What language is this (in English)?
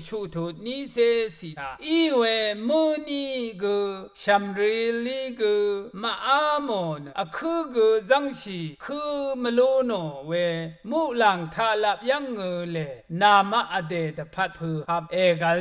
Rawang